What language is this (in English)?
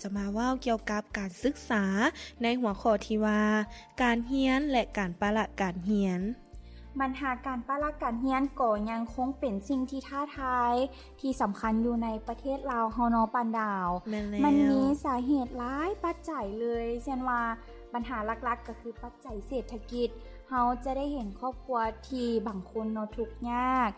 Lao